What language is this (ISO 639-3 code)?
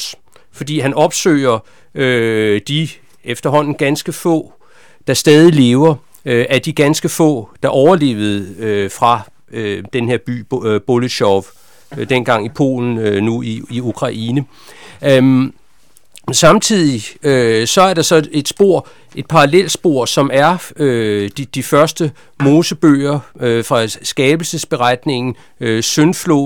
dan